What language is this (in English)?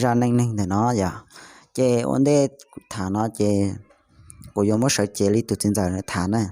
Hmong